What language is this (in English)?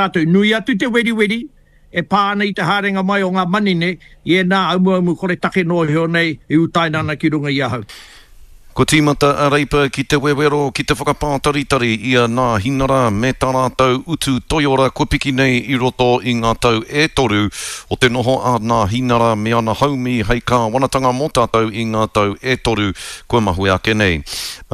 Māori